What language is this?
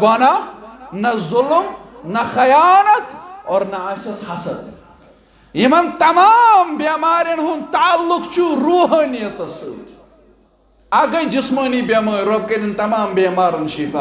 Kashmiri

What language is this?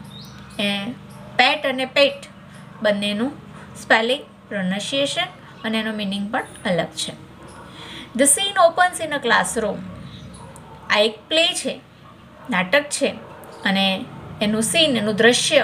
Gujarati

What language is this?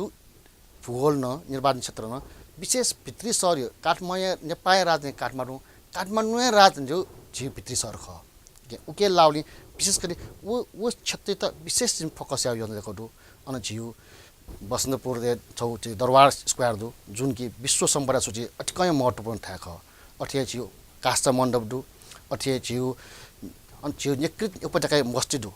Newari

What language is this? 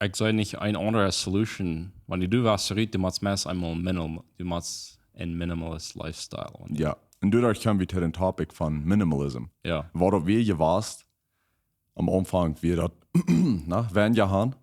Plautdietsch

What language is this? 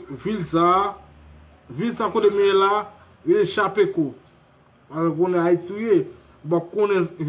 Haitian Creole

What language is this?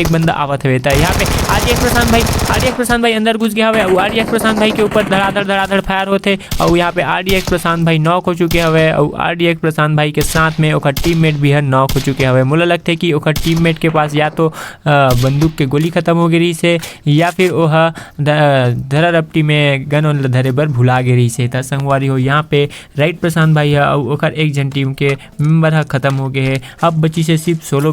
Chhattisgarhi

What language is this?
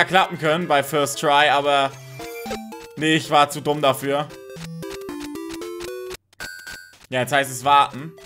German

